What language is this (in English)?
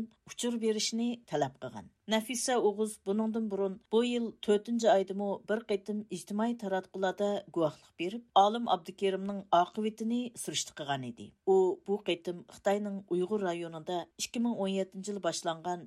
Uyghur